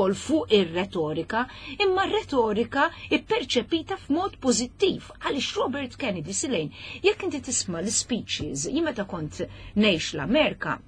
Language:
Maltese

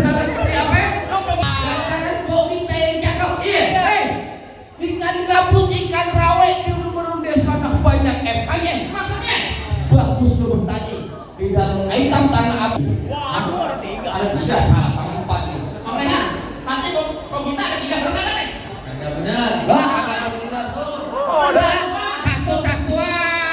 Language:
Betawi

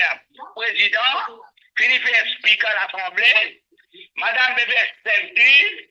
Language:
Morisyen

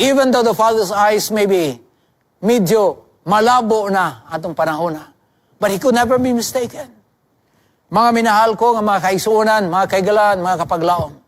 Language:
Cebuano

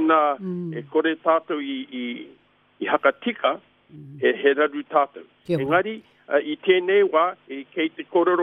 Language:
Māori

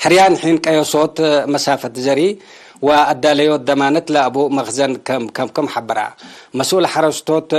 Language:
Tigre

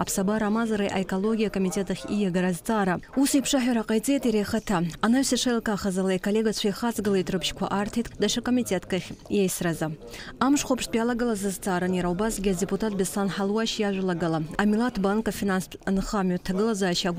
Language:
Abkhazian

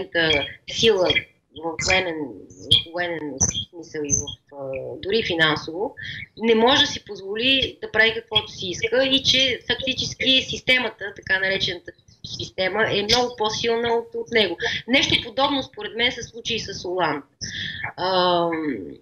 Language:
Bulgarian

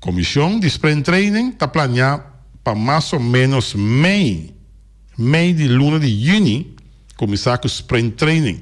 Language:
Papiamento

